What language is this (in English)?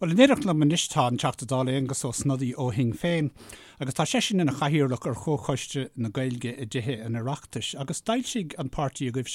Irish